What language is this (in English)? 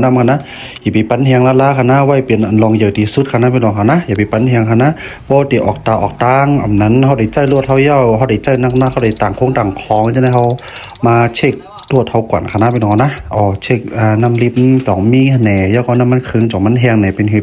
Shan